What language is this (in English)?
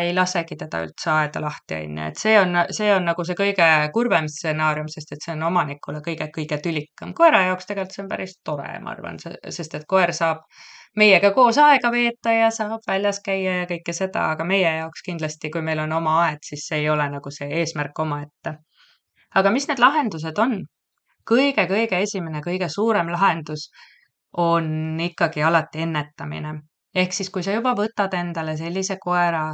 Estonian